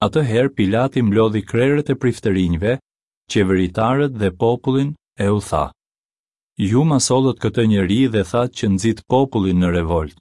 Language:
Albanian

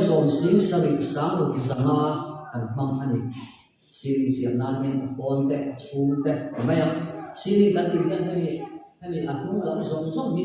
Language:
Mizo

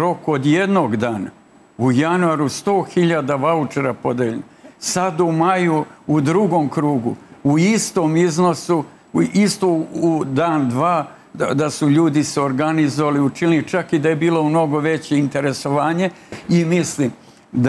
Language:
Serbian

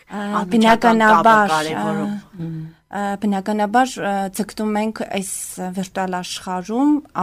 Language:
Armenian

